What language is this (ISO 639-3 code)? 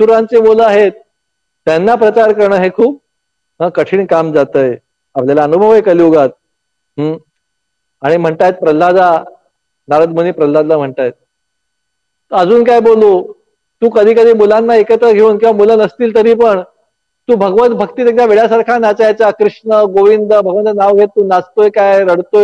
mar